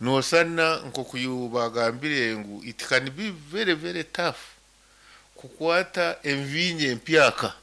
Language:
Nyankole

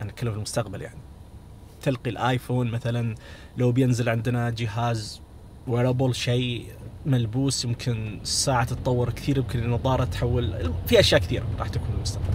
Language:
Najdi Arabic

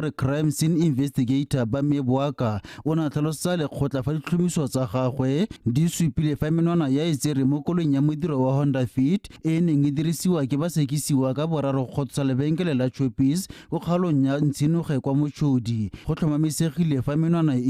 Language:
Tswana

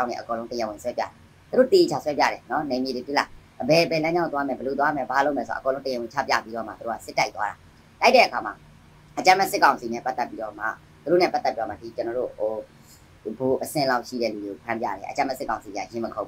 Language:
Burmese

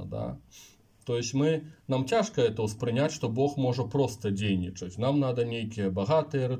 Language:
Belarusian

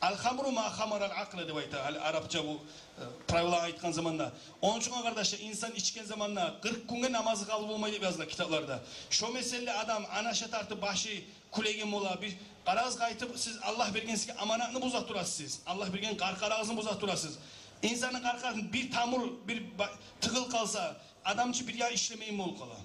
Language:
Kumyk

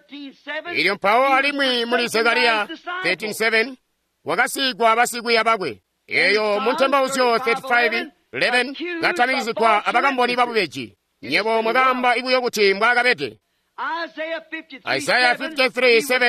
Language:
Tonga (Zambia)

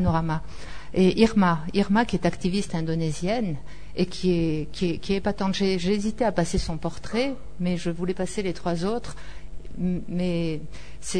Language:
French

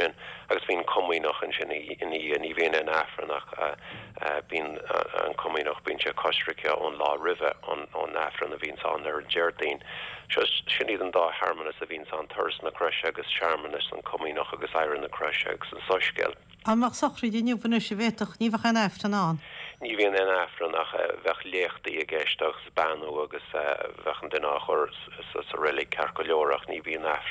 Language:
Irish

